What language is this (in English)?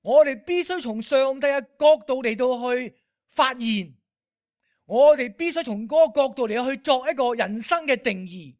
Cantonese